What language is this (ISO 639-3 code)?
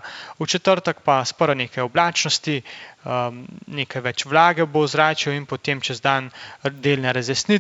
slv